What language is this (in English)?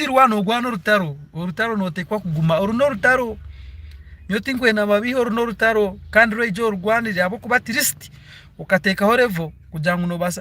Nyankole